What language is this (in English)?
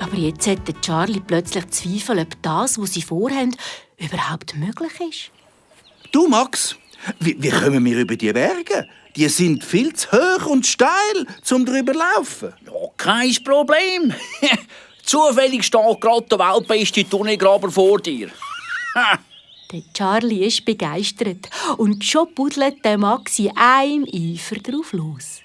Swiss German